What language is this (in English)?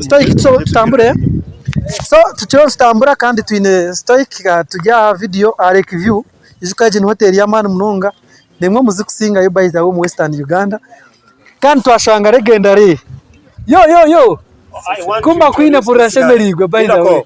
Nyankole